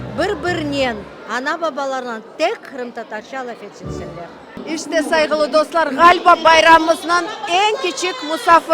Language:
Crimean Tatar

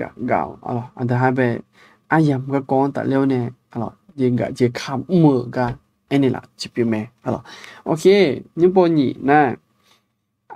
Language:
Akha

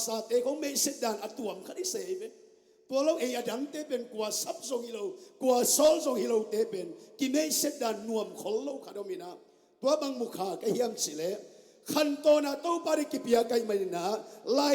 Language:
Tedim Chin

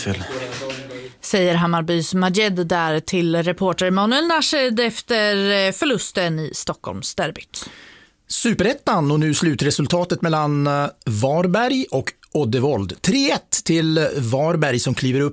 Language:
Swedish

